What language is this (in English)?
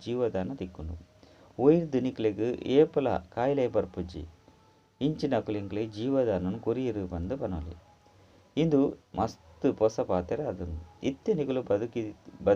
Tulu